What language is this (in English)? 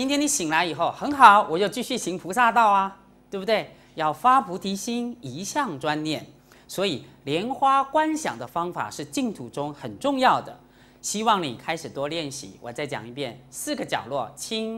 Chinese